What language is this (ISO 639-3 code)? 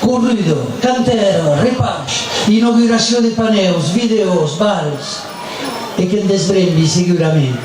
oci